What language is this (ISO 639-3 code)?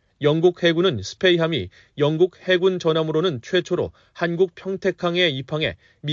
kor